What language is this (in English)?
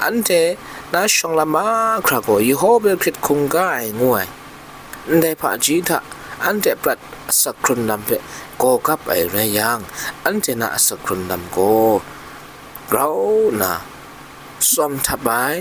Kachin